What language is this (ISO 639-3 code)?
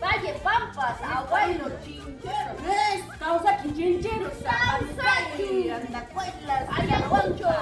quy